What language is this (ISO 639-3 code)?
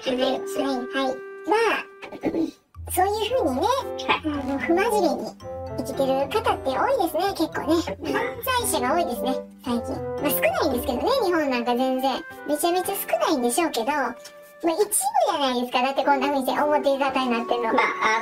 jpn